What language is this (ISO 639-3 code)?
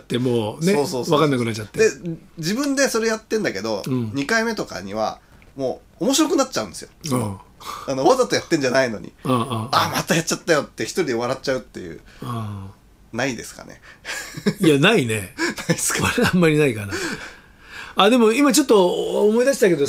jpn